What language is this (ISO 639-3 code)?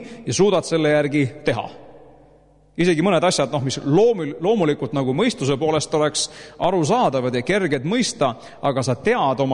est